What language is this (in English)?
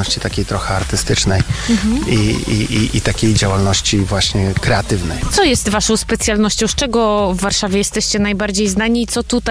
Polish